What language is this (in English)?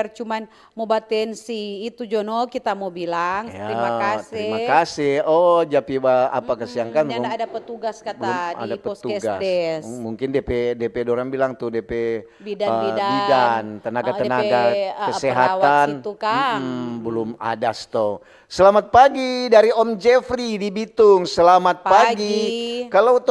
Manado Malay